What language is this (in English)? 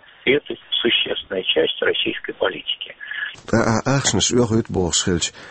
Chechen